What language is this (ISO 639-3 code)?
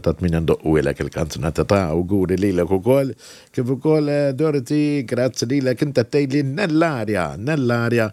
mlt